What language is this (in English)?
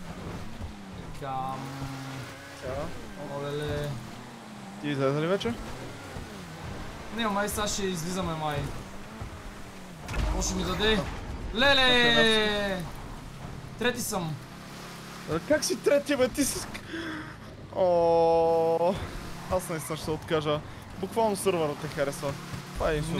Bulgarian